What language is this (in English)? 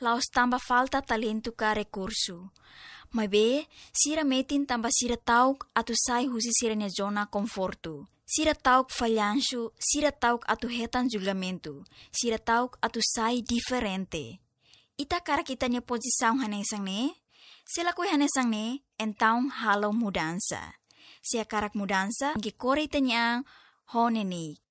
Tetum